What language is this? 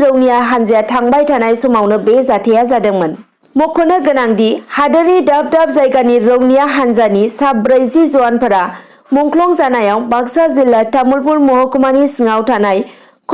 Bodo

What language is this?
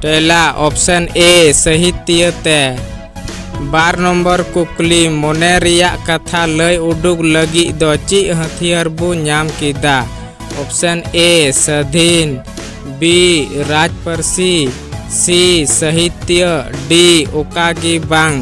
Santali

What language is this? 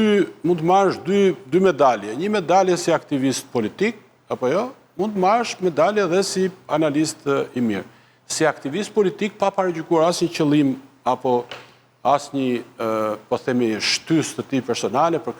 Albanian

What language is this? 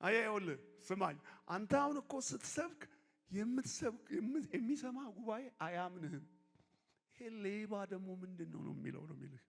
Amharic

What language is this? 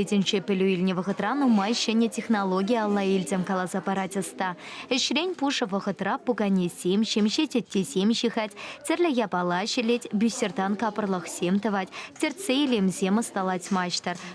Chuvash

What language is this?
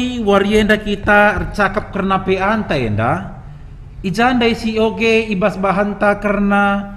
Batak Karo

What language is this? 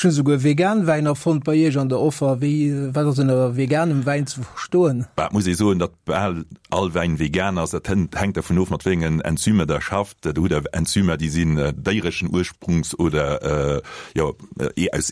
Luxembourgish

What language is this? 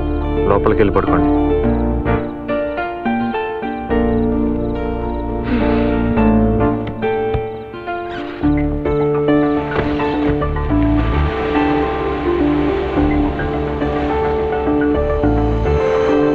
Telugu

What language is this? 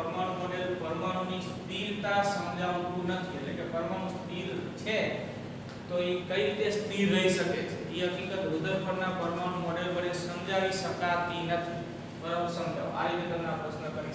Gujarati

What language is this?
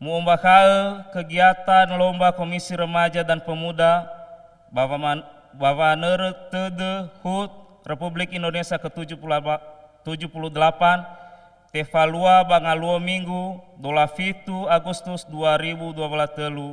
Nias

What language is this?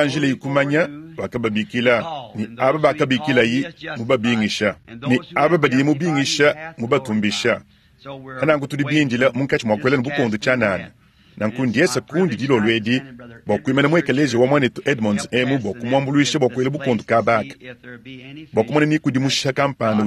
Luba-Lulua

